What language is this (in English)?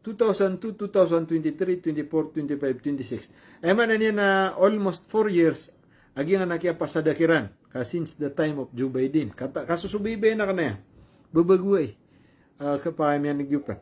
Maranao